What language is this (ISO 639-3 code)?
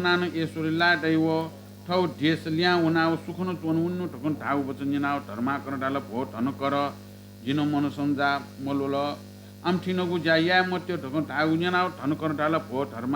new